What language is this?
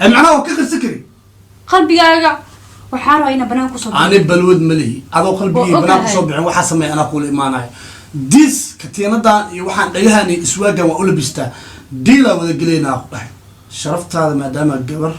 Somali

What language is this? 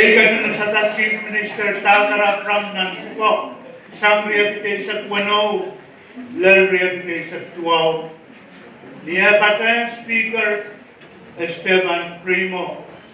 Pohnpeian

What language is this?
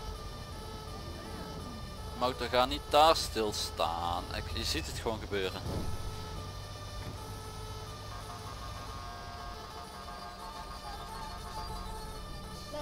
Dutch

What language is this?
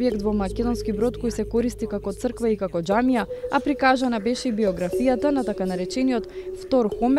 Macedonian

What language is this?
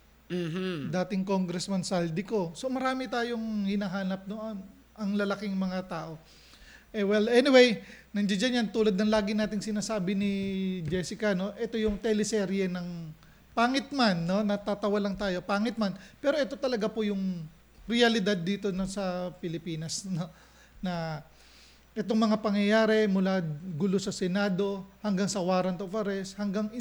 Filipino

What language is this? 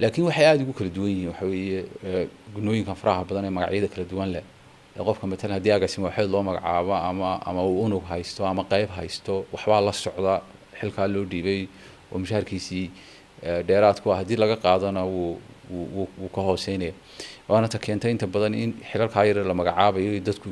Somali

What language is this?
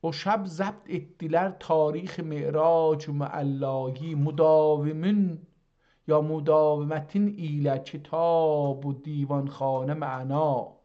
South Azerbaijani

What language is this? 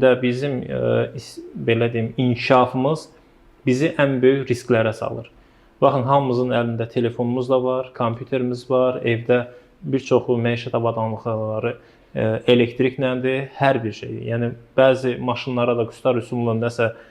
Azerbaijani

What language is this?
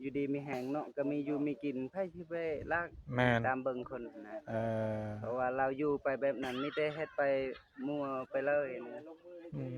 Northeastern Thai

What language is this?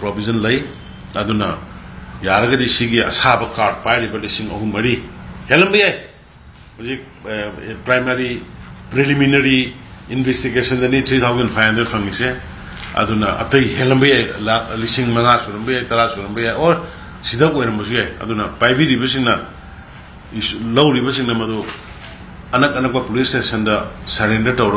Manipuri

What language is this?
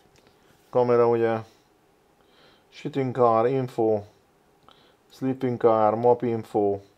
Hungarian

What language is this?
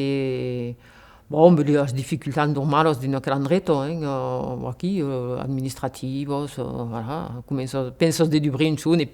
Occitan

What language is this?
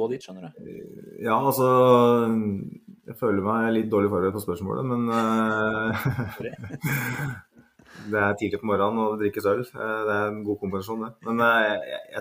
Norwegian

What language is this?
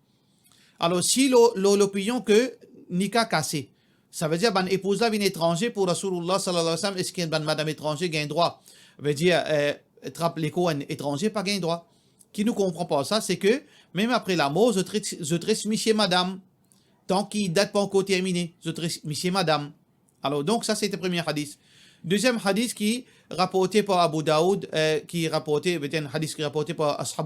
Morisyen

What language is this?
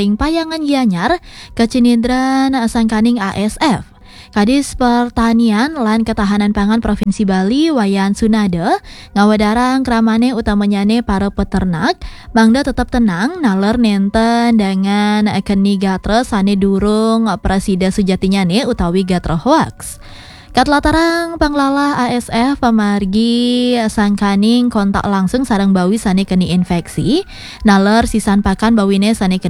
Balinese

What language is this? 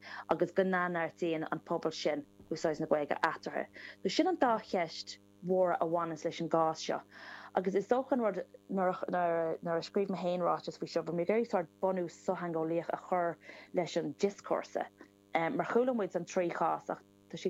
Irish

